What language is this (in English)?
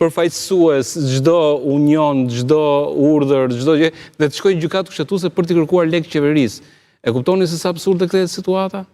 Albanian